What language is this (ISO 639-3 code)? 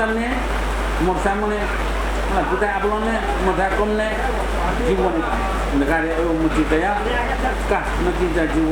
new